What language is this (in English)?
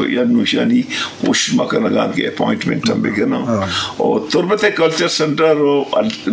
Eastern Balochi